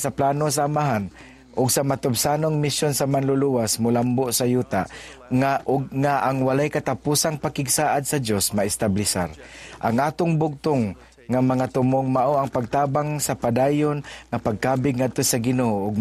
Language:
Cebuano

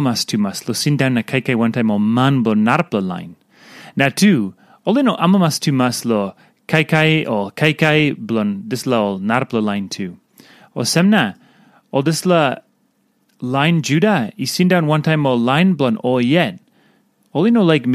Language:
Tok Pisin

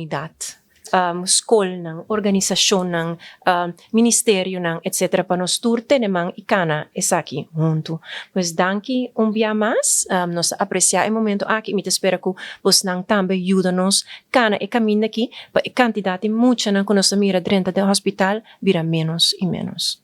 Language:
Papiamento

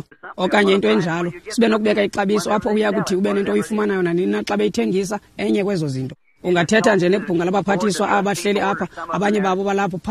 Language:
Xhosa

